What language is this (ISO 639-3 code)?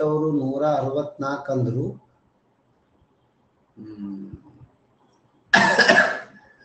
kan